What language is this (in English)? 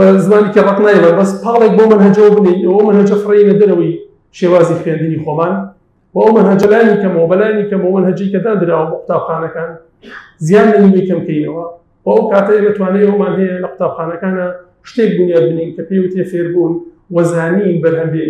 Central Kurdish